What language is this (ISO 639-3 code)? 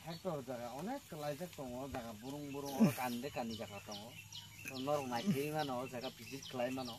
trp